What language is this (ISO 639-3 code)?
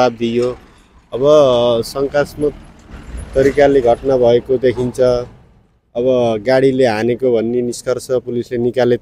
nep